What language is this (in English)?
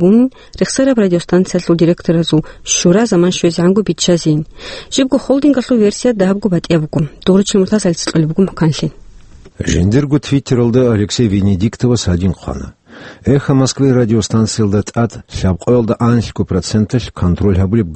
Avaric